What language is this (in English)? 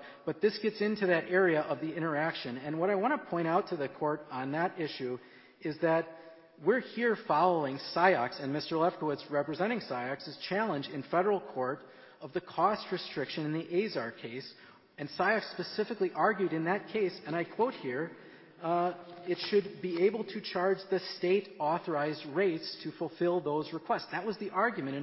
English